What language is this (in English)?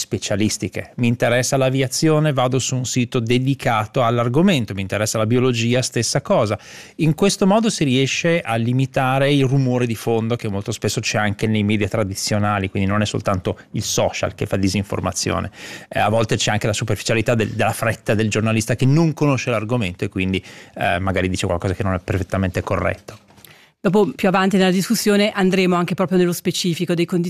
Italian